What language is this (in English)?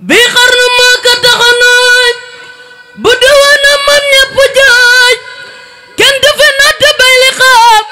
Wolof